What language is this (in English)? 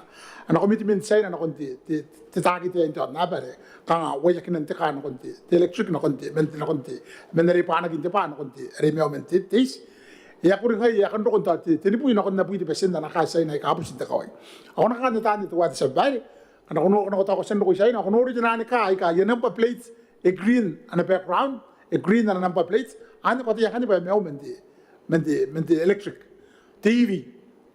Gilbertese